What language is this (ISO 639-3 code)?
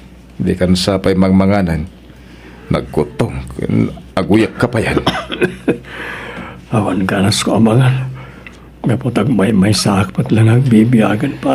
ilo